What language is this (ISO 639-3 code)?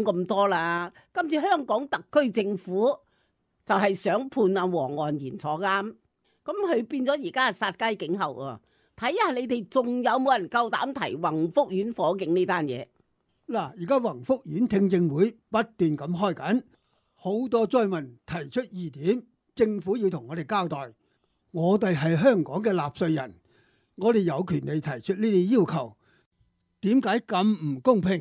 yue